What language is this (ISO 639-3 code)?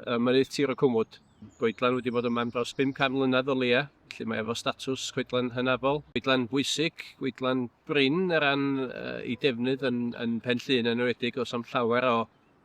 cym